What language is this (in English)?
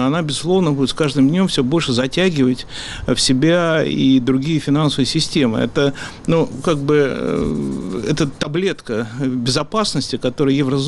Russian